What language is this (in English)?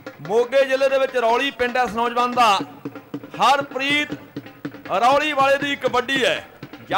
Punjabi